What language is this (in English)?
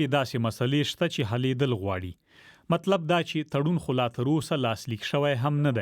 Pashto